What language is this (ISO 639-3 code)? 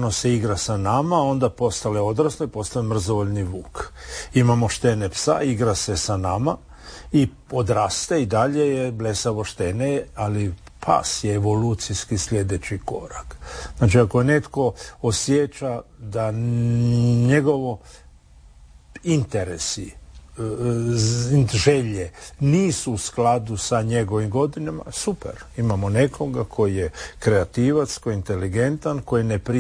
hrv